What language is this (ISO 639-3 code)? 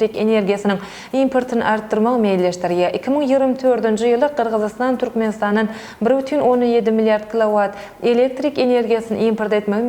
tuk